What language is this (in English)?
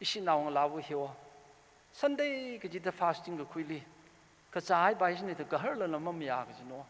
Tangkhul Naga (India)